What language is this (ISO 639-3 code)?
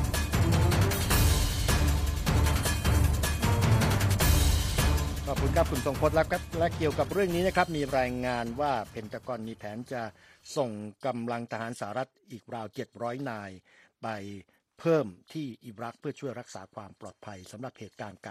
tha